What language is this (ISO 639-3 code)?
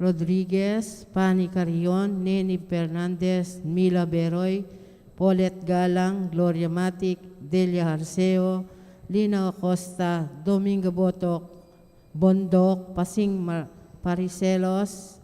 pam